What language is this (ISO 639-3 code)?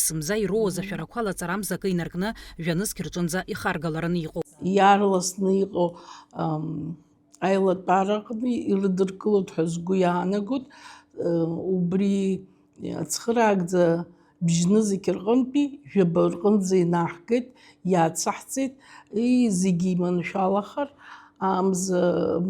abk